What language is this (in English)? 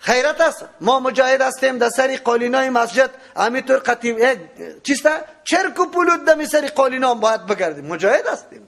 Persian